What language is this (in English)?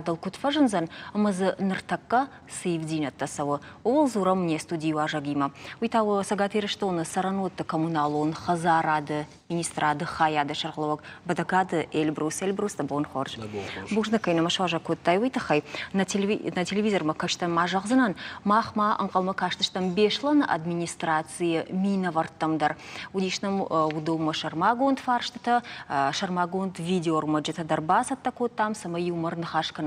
Ossetic